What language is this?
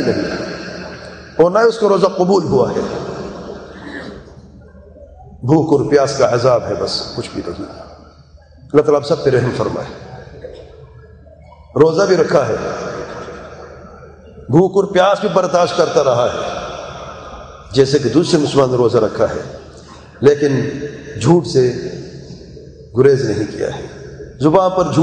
Urdu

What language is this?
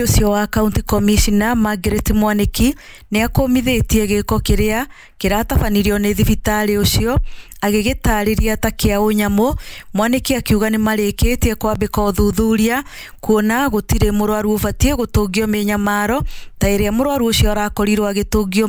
Kikuyu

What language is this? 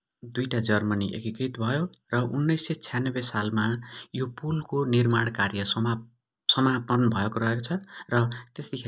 Nepali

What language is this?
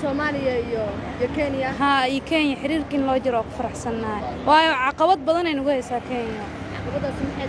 Somali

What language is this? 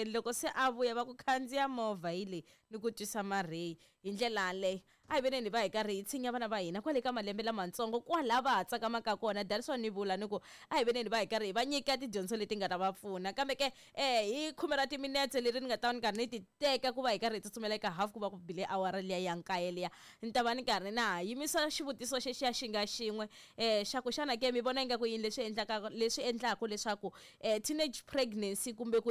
Tsonga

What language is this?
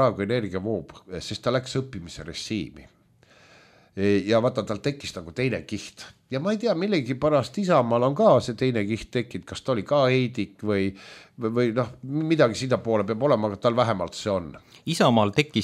Estonian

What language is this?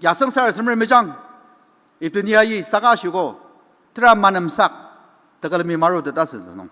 Ao Naga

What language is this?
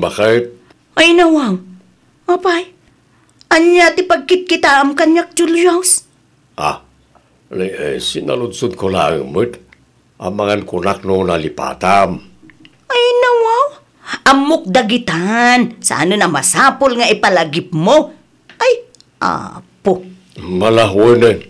Iloko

